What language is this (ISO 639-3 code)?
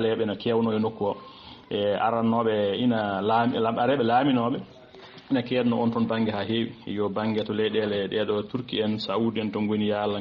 ful